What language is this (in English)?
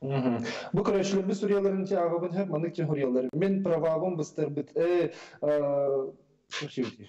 Yakut